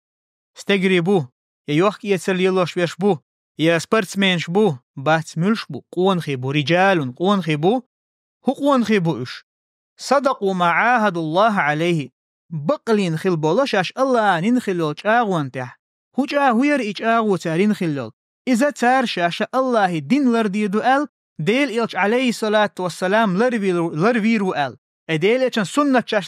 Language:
Chechen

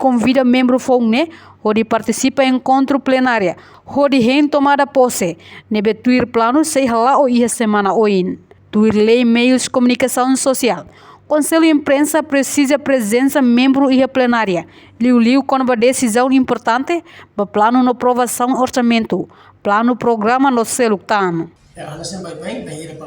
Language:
Tetum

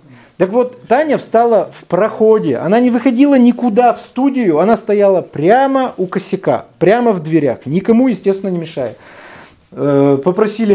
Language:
Russian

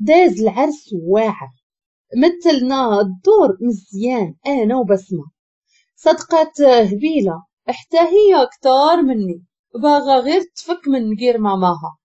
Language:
Moroccan Arabic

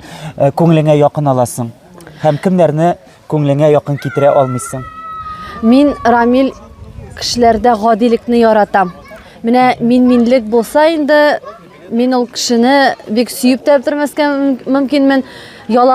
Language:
Tatar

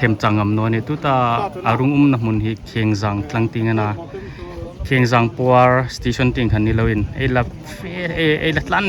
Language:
Hmar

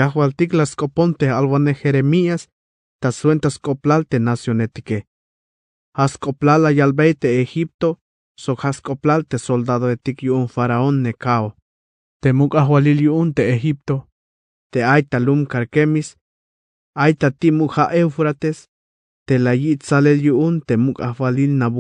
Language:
Tzeltal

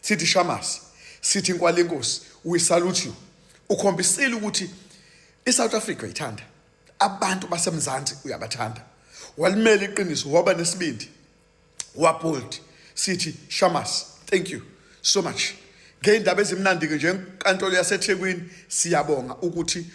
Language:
Zulu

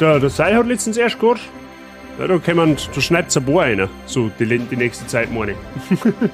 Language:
Bavarian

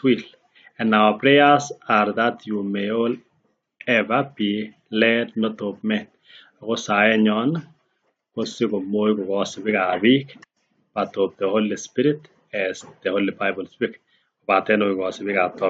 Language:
Kalenjin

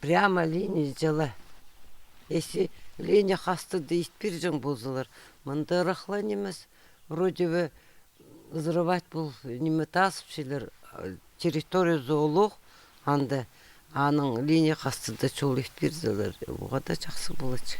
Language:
Khakas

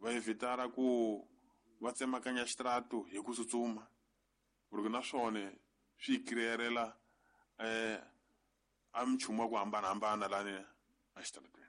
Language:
Tsonga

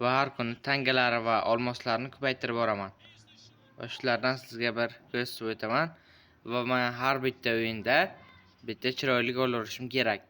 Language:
Uzbek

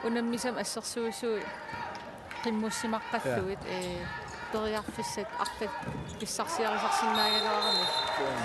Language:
Kalaallisut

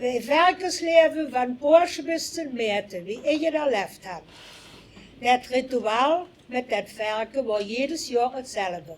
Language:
Limburgish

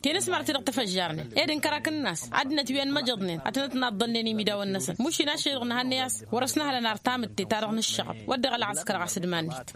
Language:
Tamasheq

